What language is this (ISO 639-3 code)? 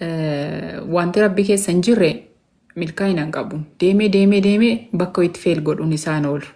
orm